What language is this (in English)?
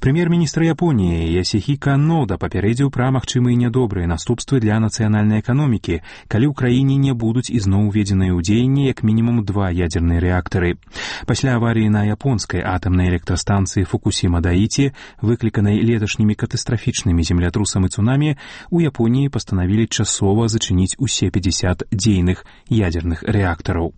Belarusian